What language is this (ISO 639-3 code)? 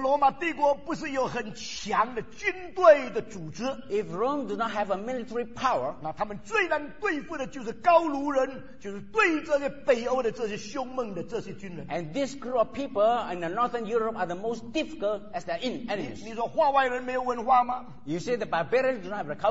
zho